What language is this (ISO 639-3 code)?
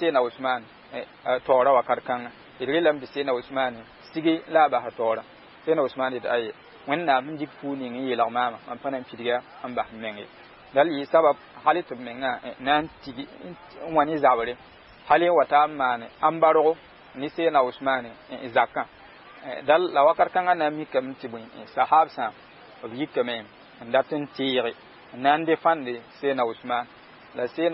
mos